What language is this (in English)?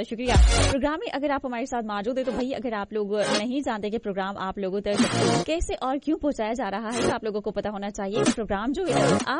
Urdu